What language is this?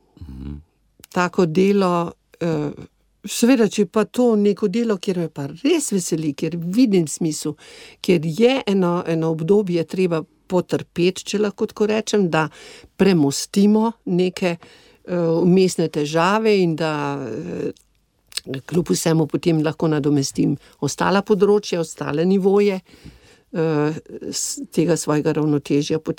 Slovenian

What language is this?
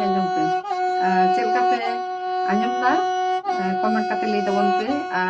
Santali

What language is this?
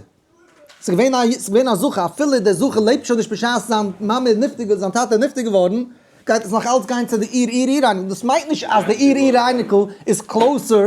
Yiddish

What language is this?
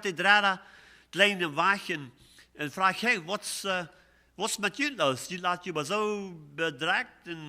Plautdietsch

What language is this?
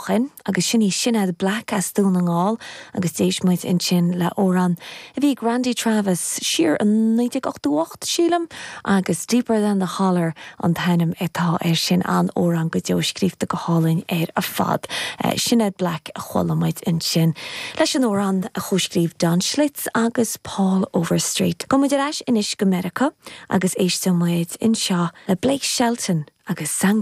Irish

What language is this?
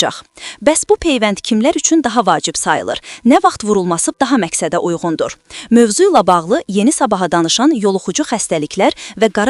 Azerbaijani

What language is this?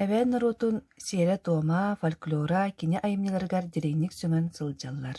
Yakut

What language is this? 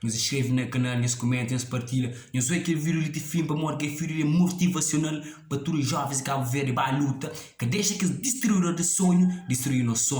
Kabuverdianu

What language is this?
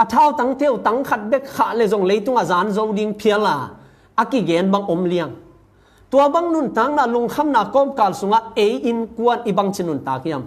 Tedim Chin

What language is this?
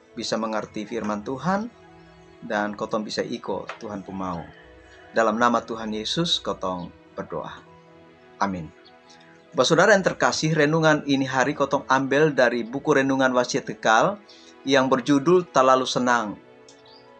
Kupang Malay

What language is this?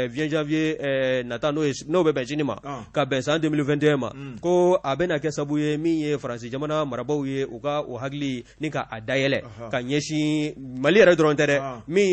Bambara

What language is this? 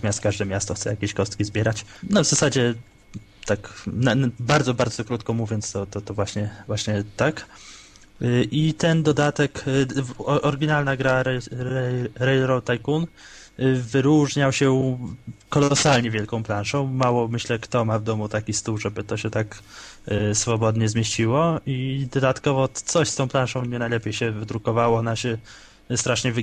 Polish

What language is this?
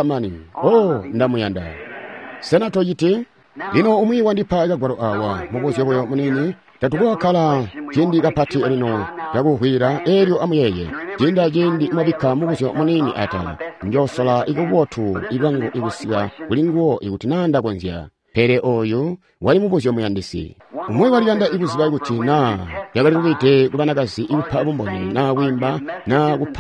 Tonga (Zambia)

